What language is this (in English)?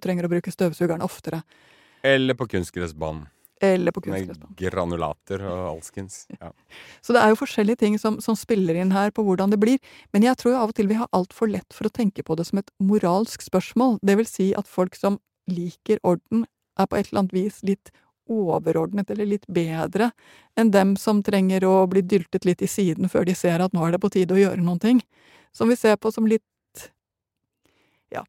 Norwegian